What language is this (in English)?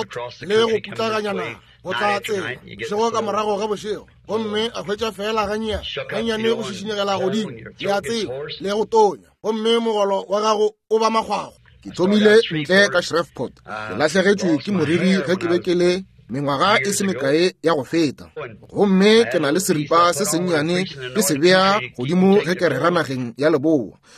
Northern Sotho